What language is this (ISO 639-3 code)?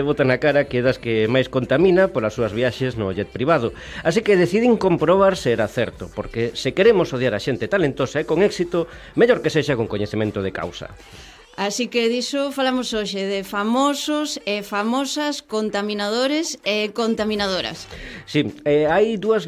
glg